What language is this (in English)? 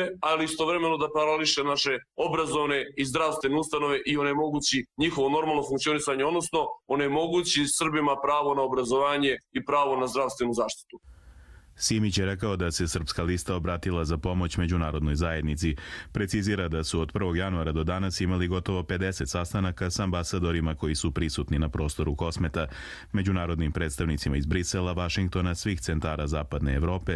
Croatian